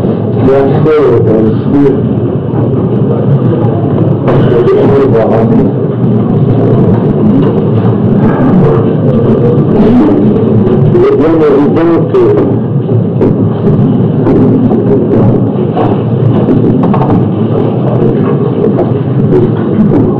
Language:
French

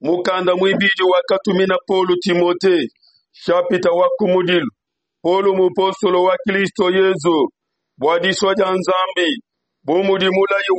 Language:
Luba-Lulua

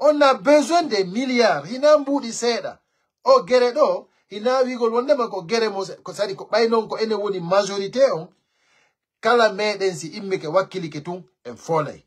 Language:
Pular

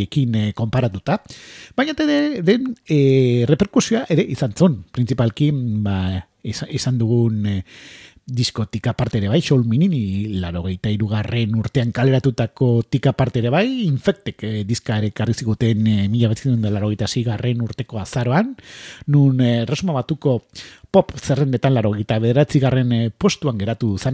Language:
Basque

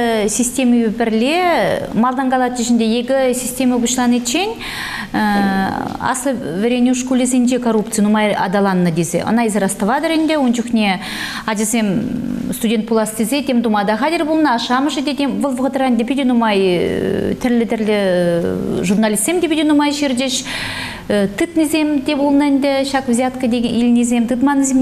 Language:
Chuvash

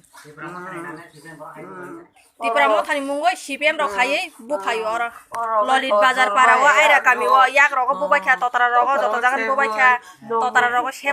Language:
Kok Borok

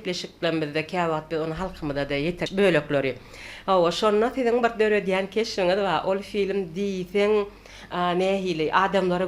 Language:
Turkmen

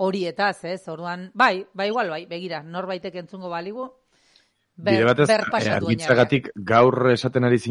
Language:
Basque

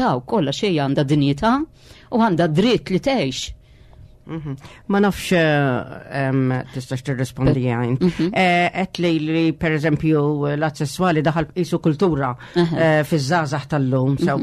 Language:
Maltese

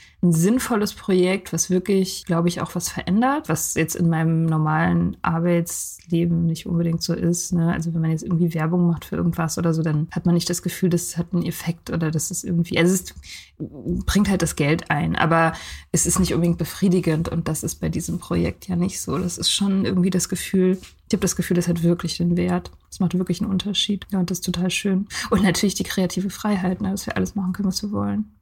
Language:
German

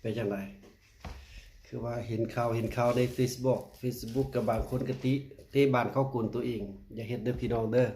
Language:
Lao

